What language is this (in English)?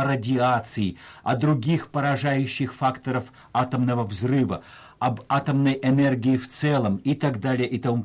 Russian